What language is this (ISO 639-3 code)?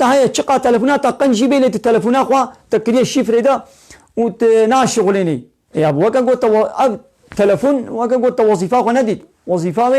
kur